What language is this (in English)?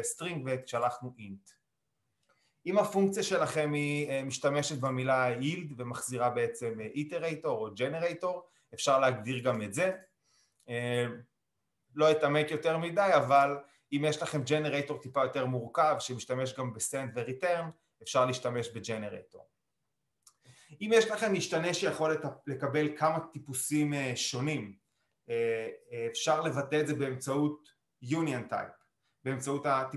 Hebrew